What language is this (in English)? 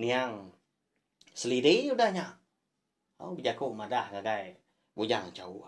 Iban